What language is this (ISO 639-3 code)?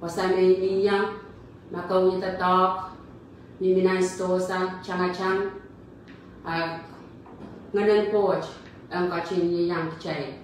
pon